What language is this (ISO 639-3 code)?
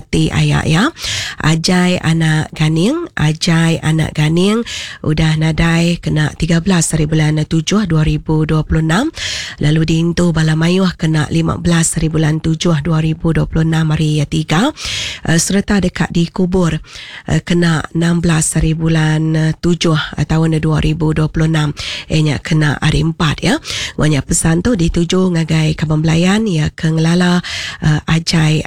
iba